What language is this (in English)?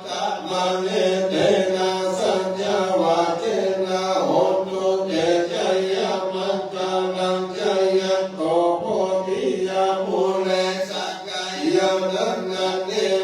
Pali